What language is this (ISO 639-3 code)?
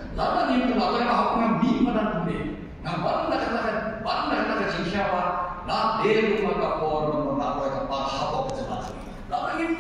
kha